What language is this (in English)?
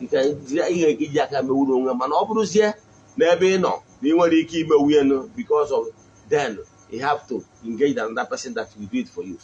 Igbo